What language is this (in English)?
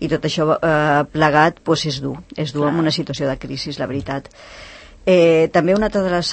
Catalan